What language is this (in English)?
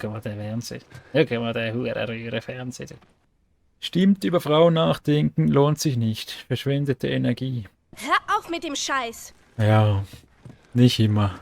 Swiss German